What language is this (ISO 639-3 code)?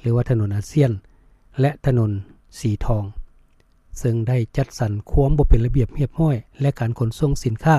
lao